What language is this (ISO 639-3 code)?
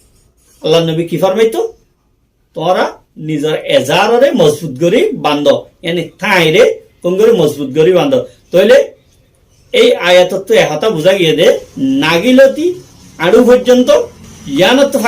rhg